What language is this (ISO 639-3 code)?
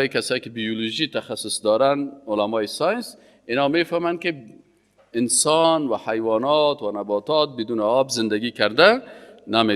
fas